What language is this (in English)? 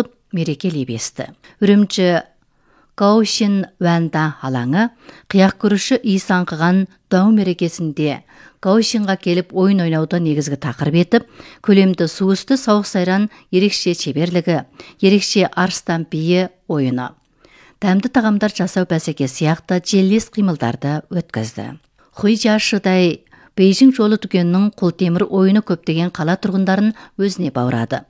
Kazakh